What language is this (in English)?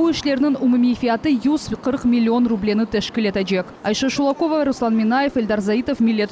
Crimean Tatar